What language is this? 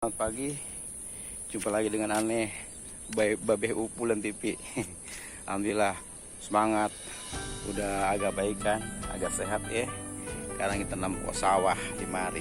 Betawi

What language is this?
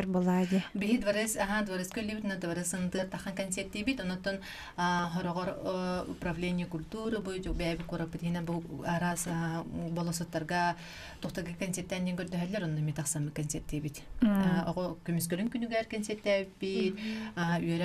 Yakut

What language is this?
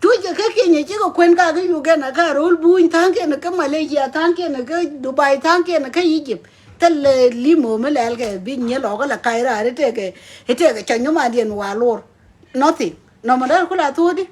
Nuer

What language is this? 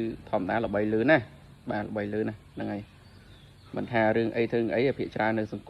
Khmer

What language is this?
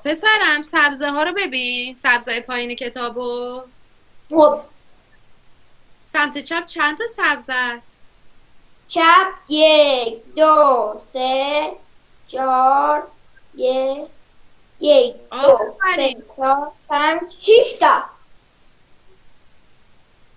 Persian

